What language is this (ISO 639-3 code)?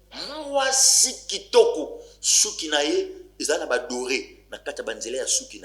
lin